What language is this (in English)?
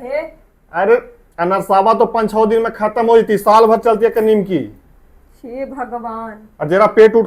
Magahi